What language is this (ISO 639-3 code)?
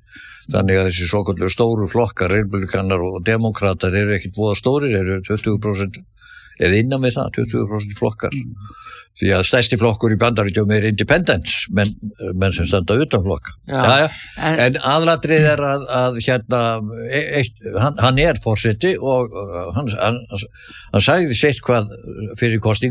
isl